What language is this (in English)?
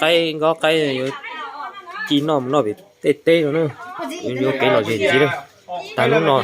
Hmong